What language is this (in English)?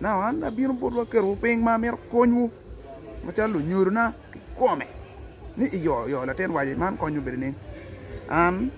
Acoli